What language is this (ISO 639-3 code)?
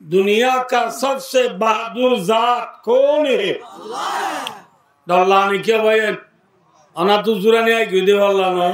rhg